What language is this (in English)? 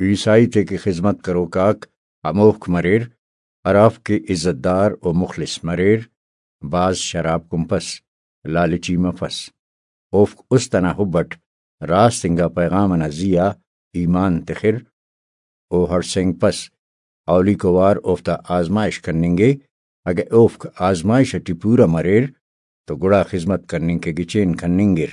Brahui